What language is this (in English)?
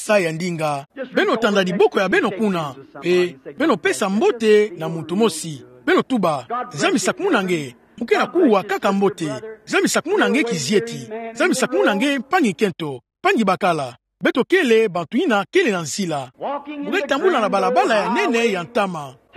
Kituba (Democratic Republic of Congo)